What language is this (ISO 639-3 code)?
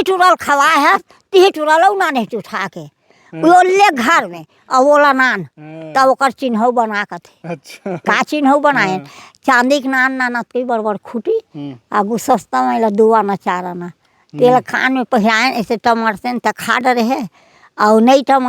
hne